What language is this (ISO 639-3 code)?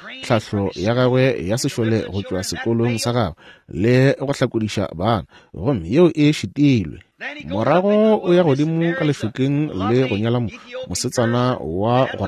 nso